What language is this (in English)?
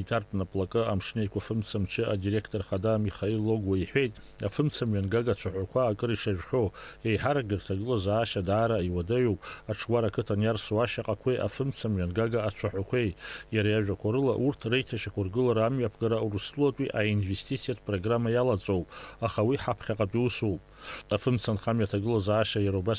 Abkhazian